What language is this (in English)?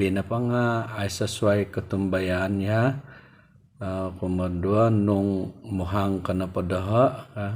Central Dusun